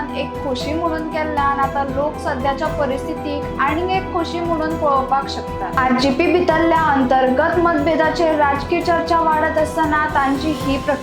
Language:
Konkani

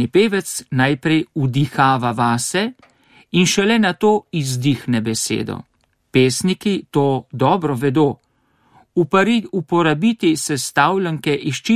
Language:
Slovenian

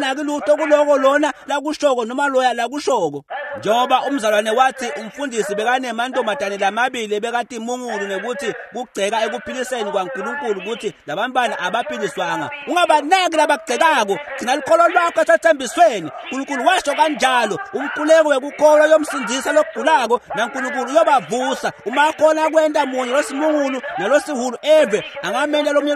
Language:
Swati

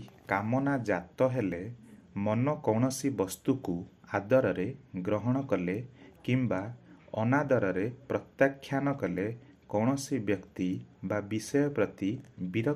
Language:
Odia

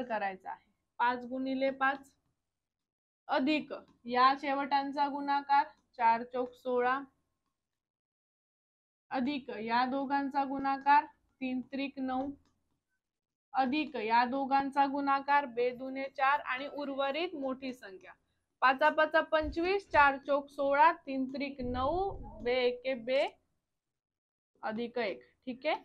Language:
Marathi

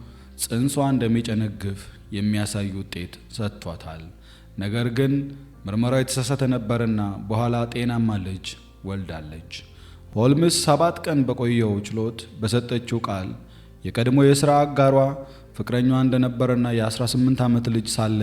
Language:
Amharic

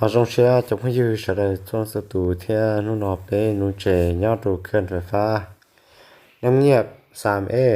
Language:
Hmong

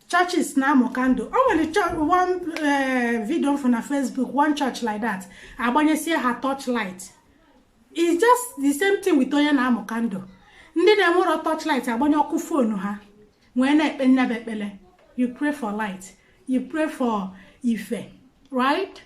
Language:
Igbo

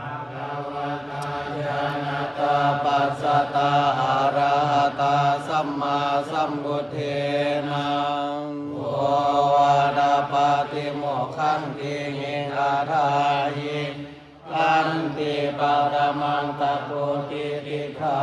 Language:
Pali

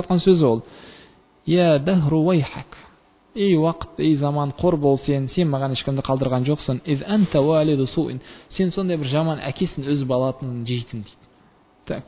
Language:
Kazakh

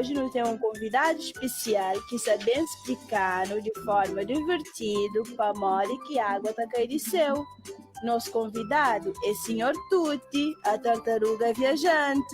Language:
Kabuverdianu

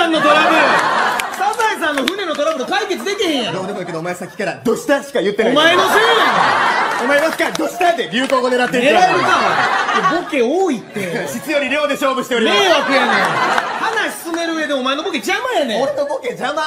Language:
Japanese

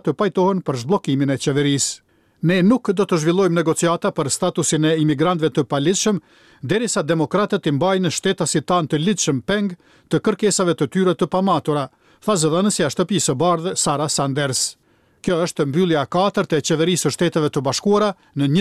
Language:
Albanian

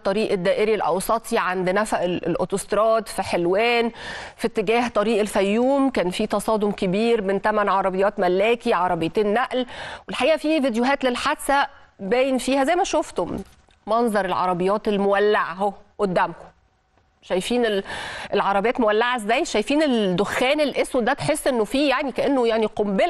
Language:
Egyptian Arabic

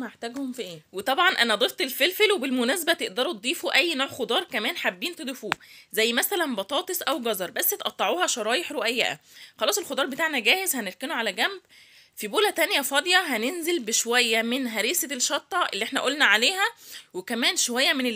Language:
Egyptian Arabic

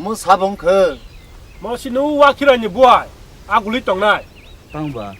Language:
Kok Borok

